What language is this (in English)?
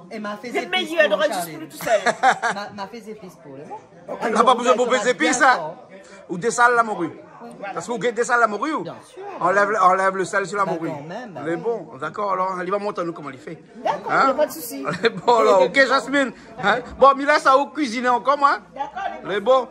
Réunion Creole French